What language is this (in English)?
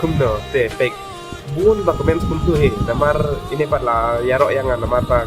Khasi